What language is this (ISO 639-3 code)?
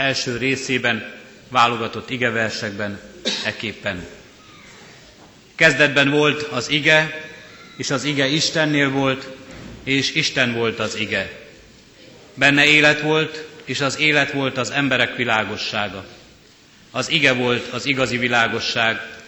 hun